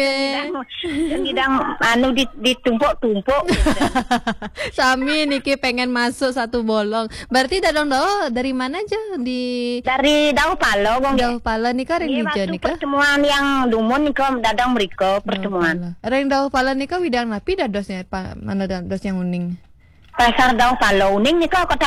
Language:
Balinese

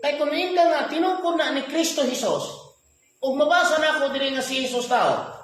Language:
Cebuano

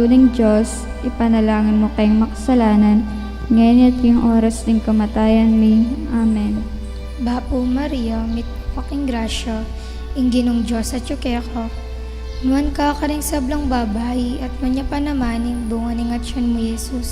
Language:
Pampanga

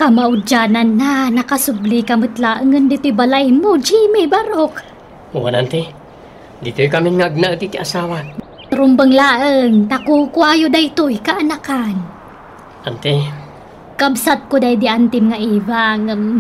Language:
Iloko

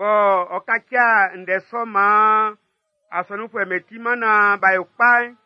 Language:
Baoulé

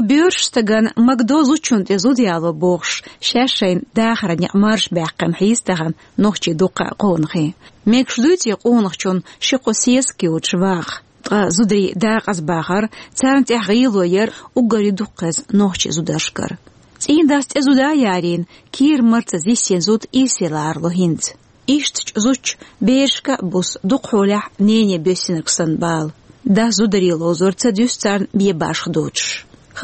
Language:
Chechen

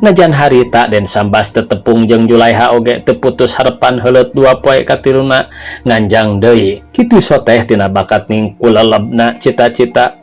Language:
Sundanese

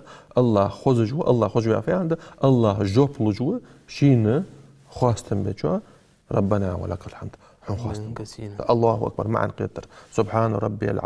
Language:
Ingush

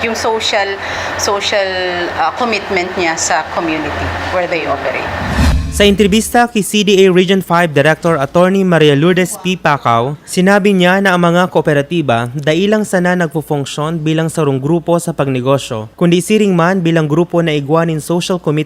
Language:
Bikol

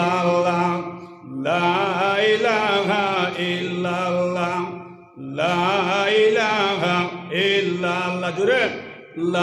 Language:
Sylheti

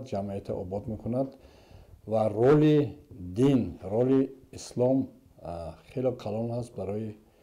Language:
Tajik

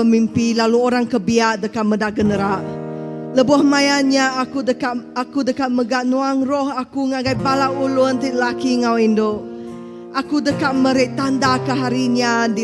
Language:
Iban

